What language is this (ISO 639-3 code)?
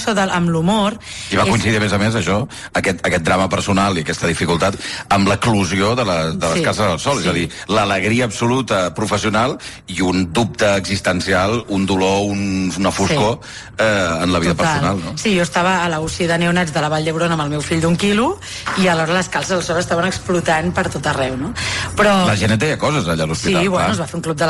cat